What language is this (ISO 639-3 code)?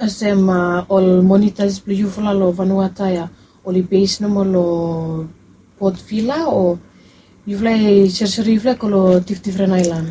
bis